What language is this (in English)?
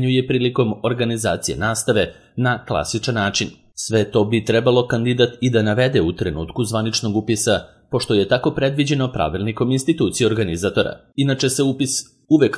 Serbian